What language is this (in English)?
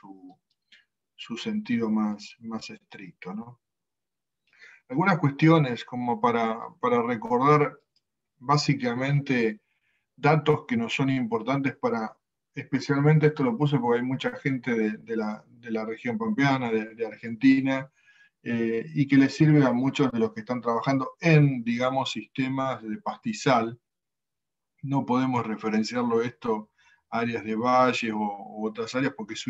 Spanish